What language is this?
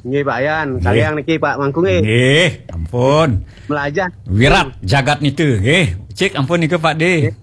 Balinese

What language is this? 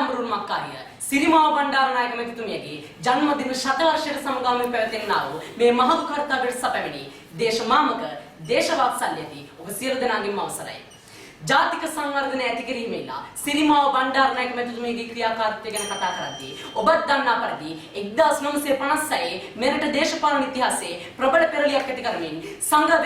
Sinhala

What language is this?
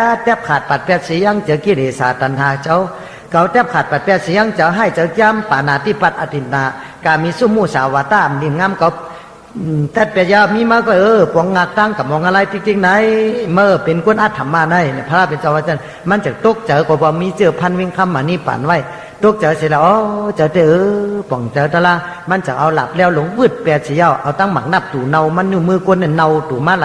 Shan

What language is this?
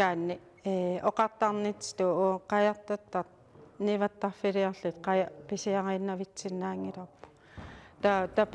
Kalaallisut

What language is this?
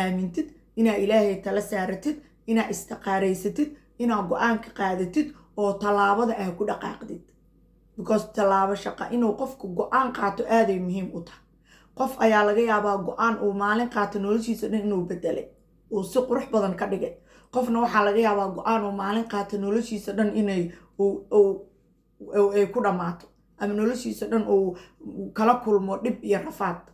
Somali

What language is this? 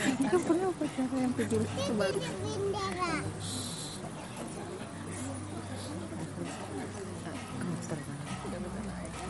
Indonesian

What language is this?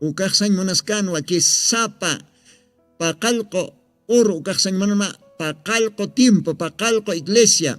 Aymara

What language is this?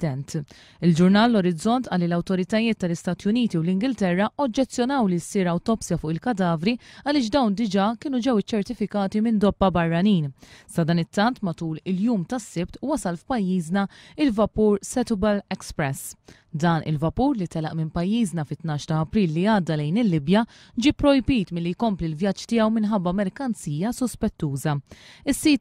Maltese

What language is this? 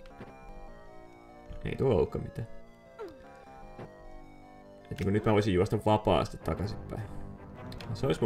Finnish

